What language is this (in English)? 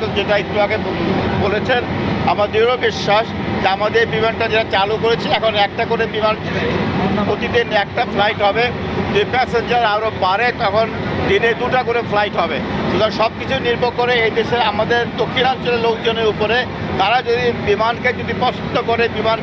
Bangla